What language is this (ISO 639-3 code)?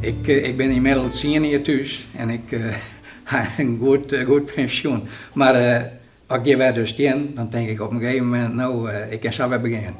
fry